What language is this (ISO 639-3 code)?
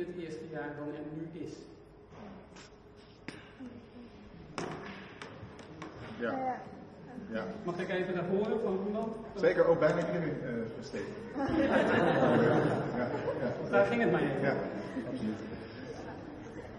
nld